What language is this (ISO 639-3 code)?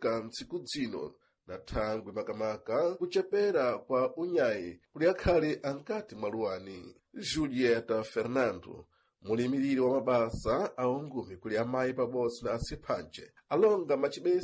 seh